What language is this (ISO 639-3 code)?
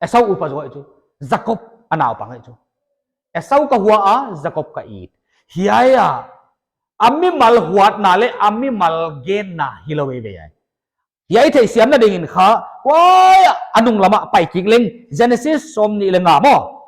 pck